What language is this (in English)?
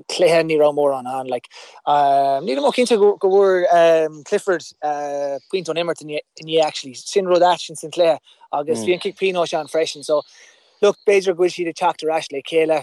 Irish